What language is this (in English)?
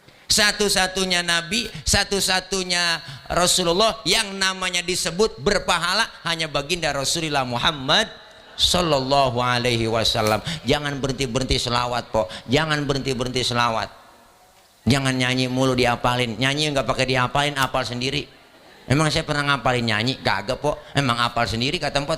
Betawi